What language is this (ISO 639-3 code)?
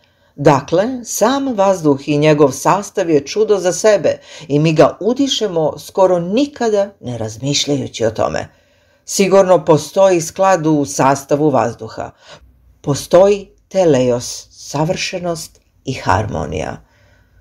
srp